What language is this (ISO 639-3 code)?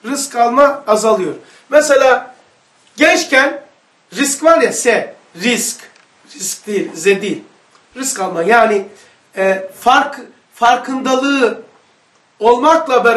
tur